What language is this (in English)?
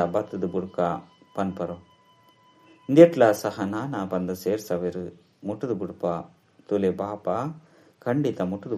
Tulu